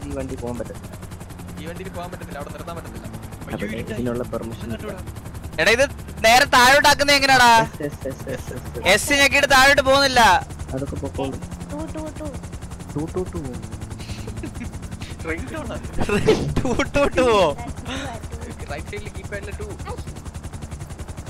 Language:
Malayalam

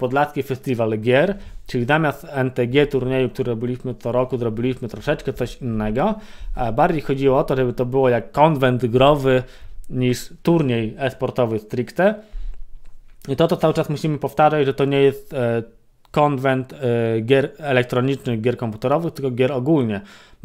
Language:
Polish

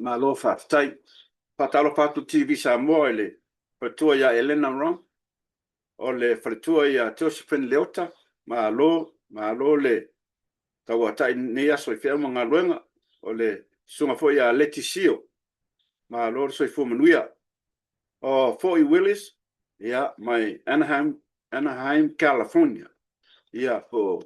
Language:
Samoan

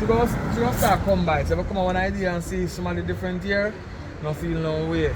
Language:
Jamaican Creole English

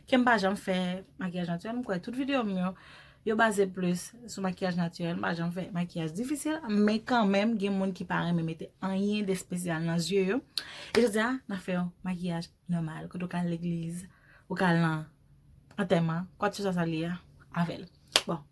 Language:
Haitian Creole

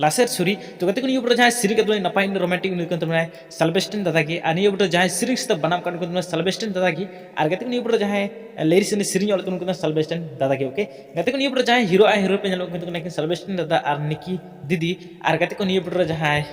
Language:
Santali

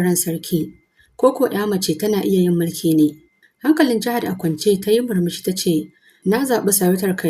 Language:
Hausa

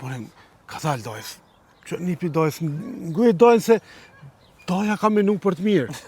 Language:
Albanian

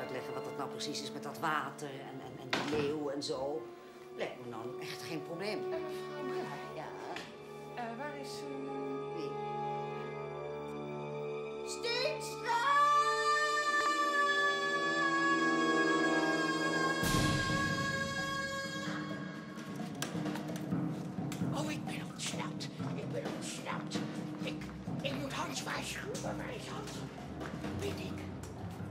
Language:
Dutch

